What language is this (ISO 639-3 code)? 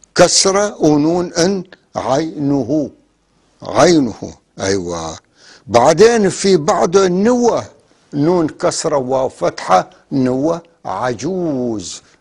apc